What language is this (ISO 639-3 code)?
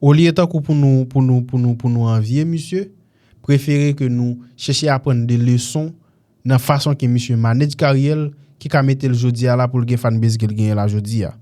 hat